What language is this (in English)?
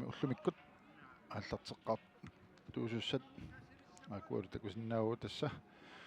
Kalaallisut